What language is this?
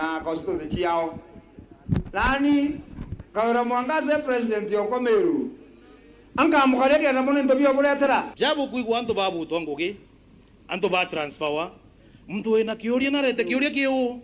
Meru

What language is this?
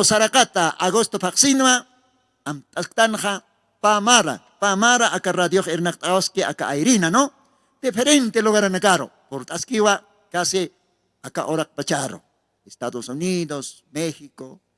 Aymara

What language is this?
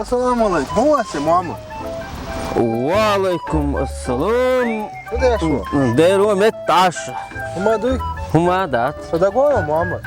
Chechen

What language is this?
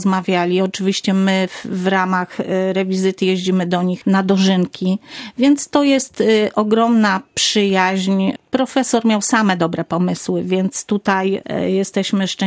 Polish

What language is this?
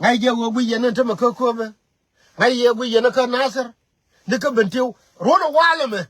Nuer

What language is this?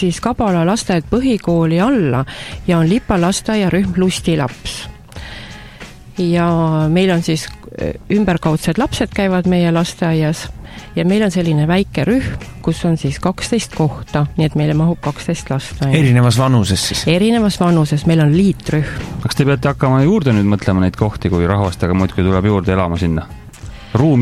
Estonian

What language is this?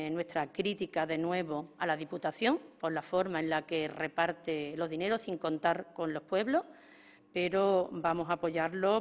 Spanish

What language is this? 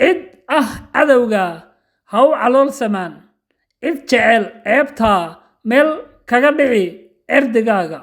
Somali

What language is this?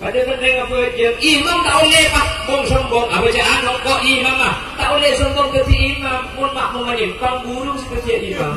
Madurese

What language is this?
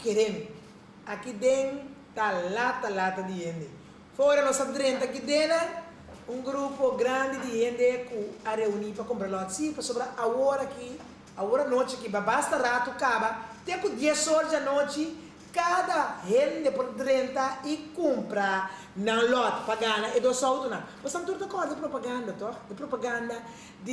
Papiamento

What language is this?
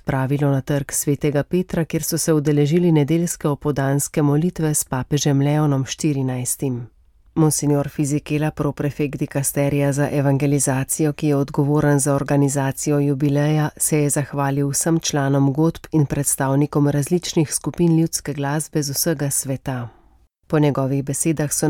Slovenian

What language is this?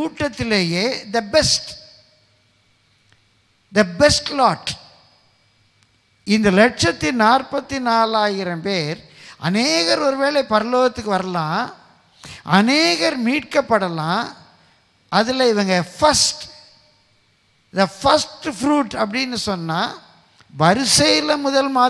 Tamil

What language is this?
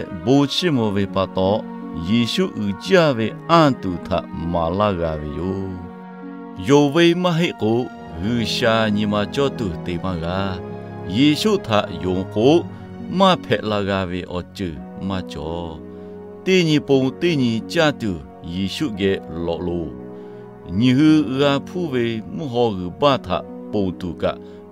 Lahu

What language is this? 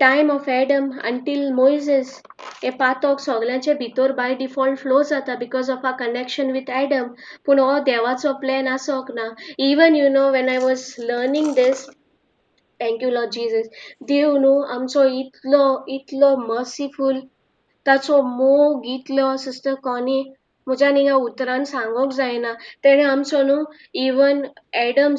Konkani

